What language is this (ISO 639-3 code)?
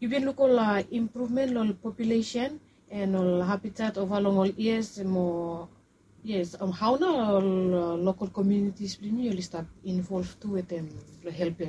bis